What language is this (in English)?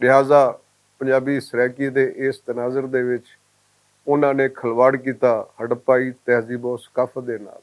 Western Panjabi